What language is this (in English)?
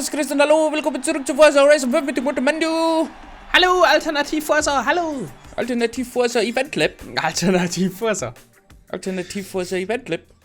Bavarian